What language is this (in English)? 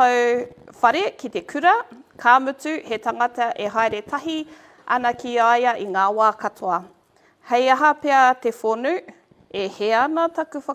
Māori